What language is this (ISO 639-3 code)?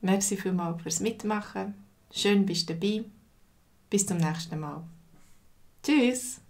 gsw